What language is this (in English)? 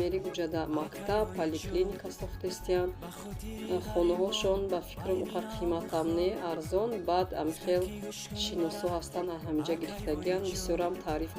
Tajik